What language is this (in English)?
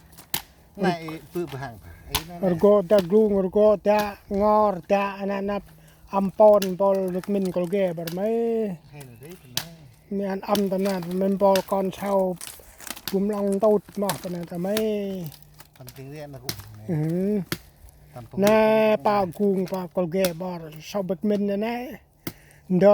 Central Mnong